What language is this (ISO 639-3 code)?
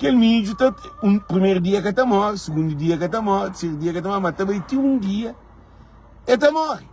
kea